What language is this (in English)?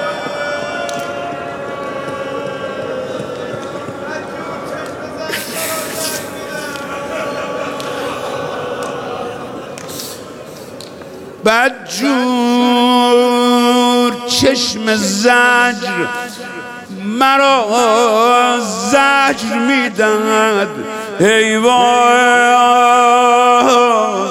Persian